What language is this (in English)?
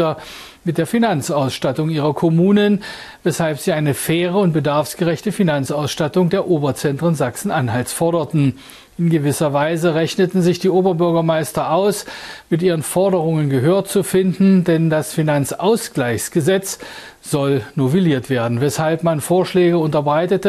German